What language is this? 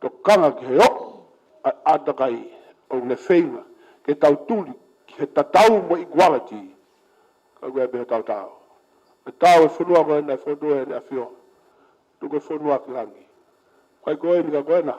Tongan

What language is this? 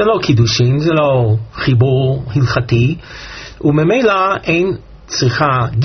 Hebrew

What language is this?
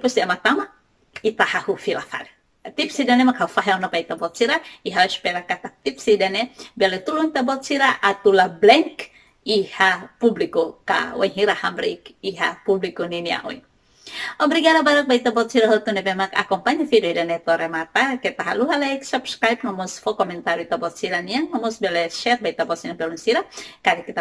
Tetum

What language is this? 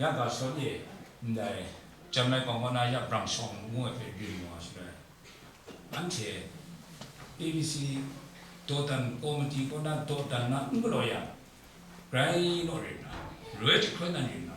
Kachin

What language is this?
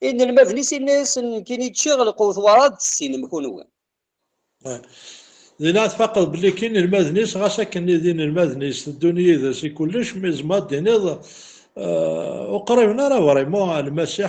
Kabyle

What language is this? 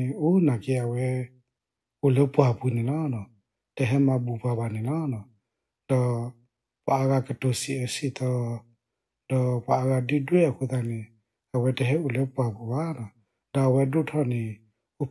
S'gaw Karen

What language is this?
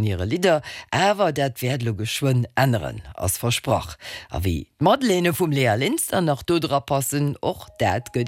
Luxembourgish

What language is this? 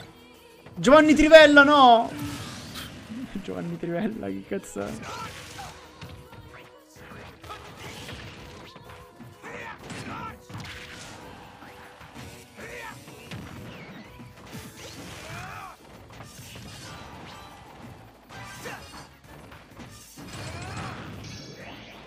Italian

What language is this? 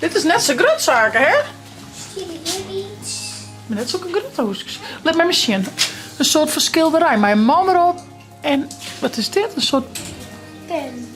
Western Frisian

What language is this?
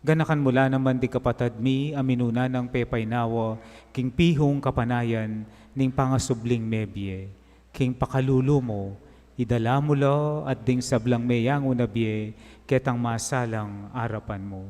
Pampanga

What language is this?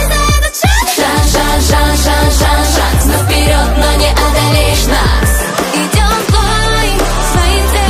Russian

